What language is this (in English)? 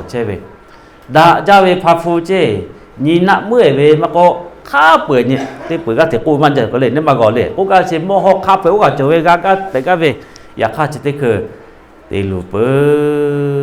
Lahu